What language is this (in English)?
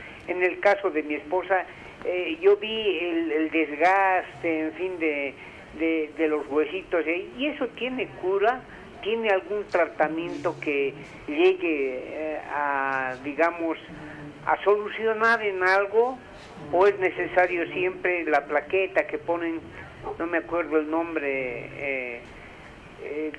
Spanish